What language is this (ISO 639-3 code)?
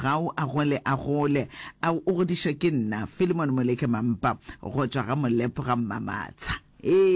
nso